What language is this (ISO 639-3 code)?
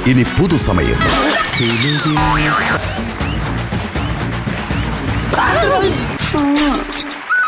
mal